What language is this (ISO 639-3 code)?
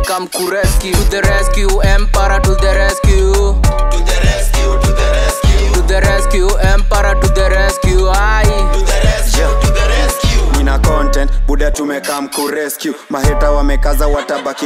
swa